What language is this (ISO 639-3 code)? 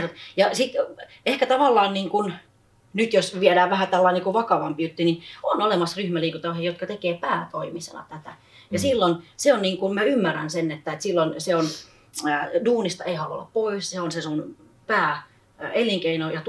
fin